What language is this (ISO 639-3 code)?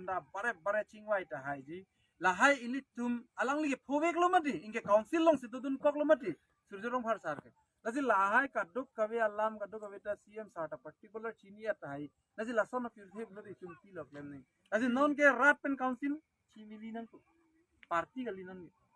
mjw